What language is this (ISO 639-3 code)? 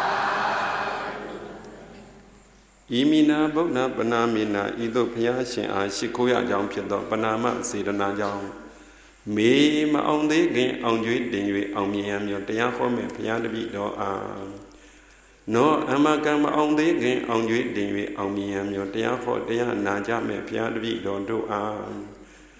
mya